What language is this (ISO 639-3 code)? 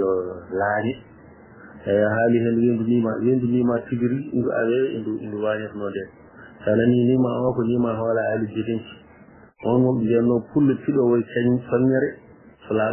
ful